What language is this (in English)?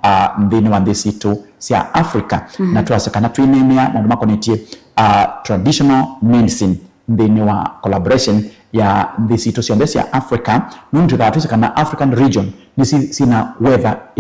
Kamba